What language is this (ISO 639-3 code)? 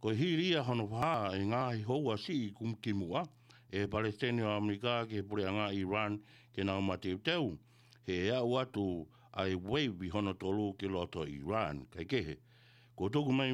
ton